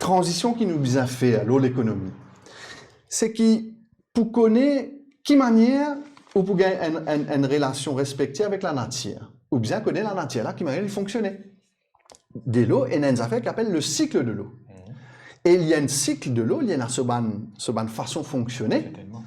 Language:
Morisyen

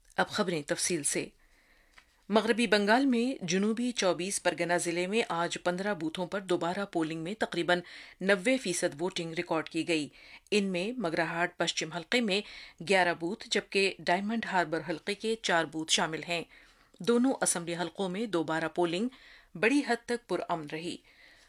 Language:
Urdu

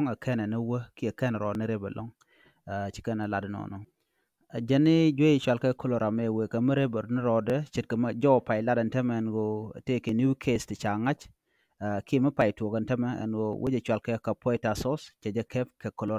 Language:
Nuer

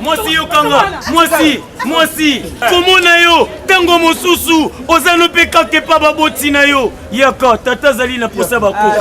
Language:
Lingala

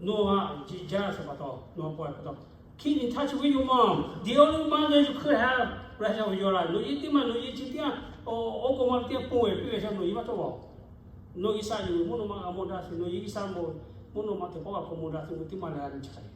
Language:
Lahu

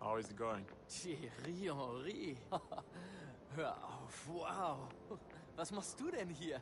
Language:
Swiss German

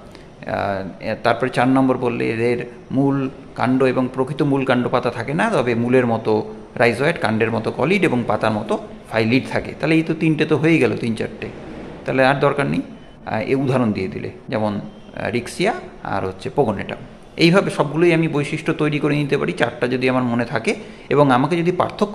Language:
Bangla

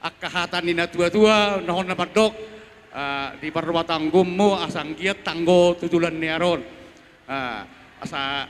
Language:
Batak Toba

